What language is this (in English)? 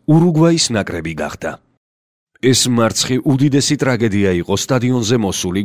Georgian